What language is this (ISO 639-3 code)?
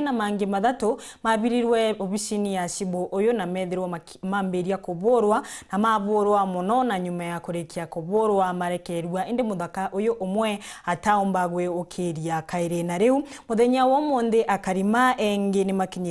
mer